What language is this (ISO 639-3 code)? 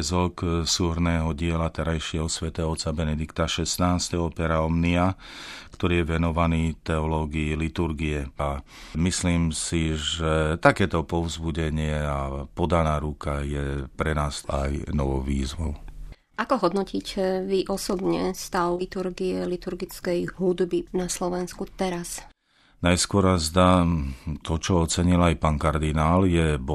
slk